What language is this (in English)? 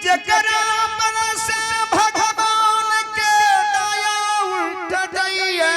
Angika